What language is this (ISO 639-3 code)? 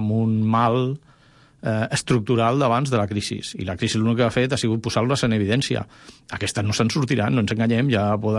cat